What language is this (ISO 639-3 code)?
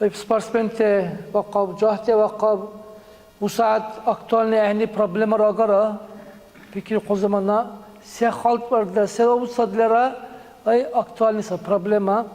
dar